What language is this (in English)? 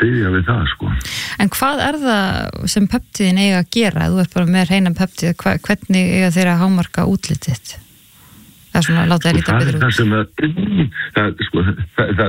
Icelandic